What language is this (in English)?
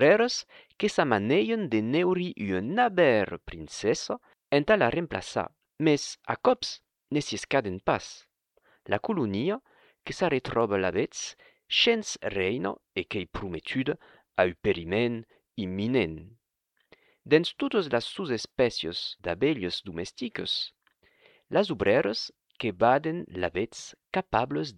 Occitan